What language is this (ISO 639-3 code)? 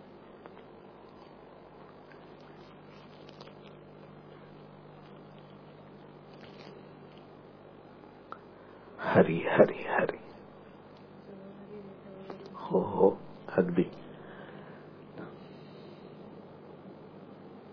mar